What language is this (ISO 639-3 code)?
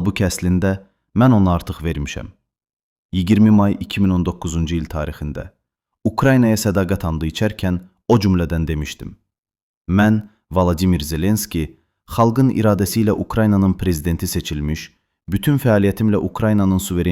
aze